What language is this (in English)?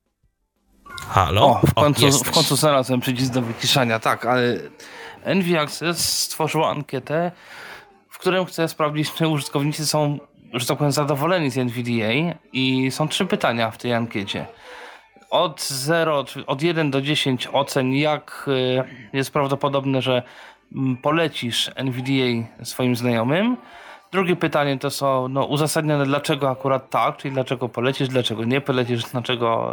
Polish